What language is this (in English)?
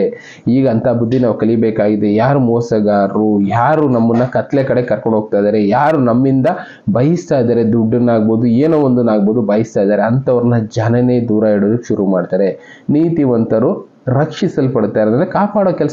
Kannada